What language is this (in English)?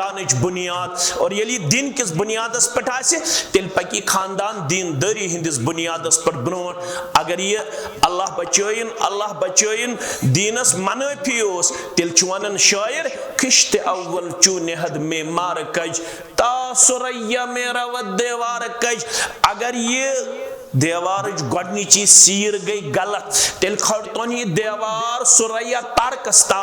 Kashmiri